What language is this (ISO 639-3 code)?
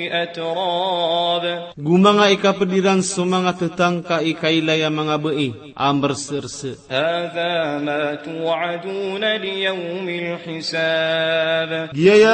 mrw